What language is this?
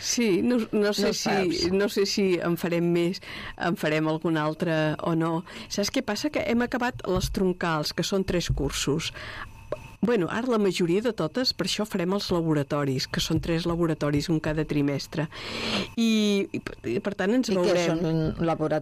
Catalan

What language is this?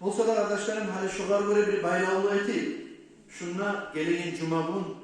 Kumyk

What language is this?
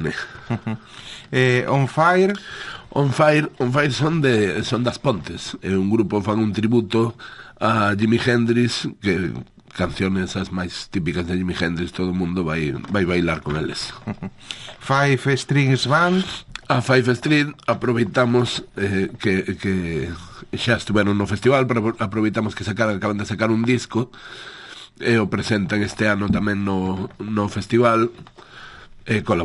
Galician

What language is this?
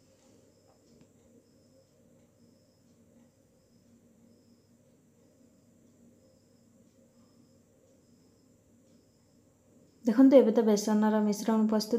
Odia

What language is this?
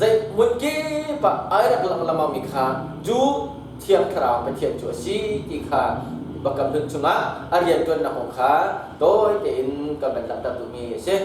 Hakha Chin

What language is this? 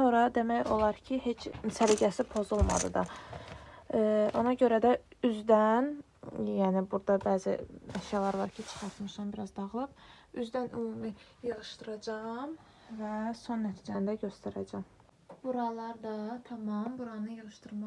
Azerbaijani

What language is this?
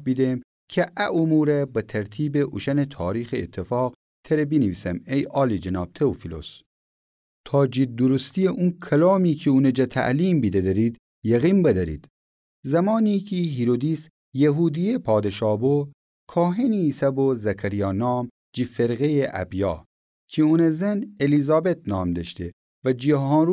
Gilaki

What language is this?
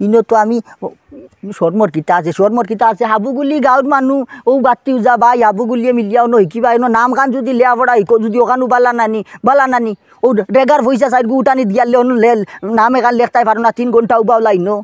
Sylheti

